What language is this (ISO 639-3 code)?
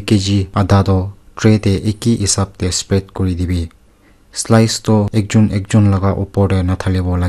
nag